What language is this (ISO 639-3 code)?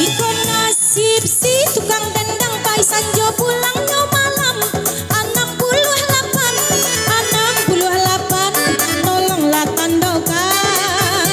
min